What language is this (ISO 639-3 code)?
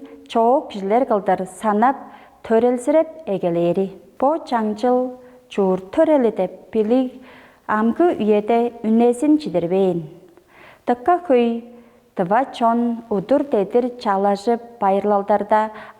tyv